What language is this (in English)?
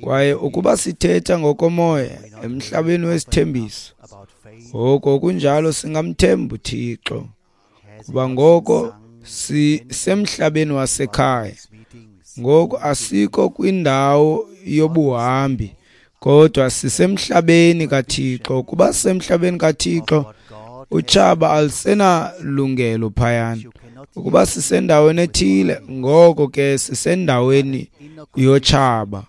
Xhosa